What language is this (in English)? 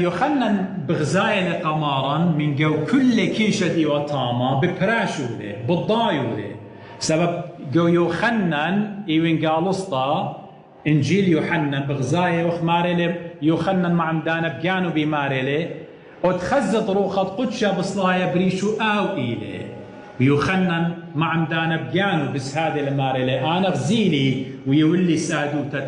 Assyrian Neo-Aramaic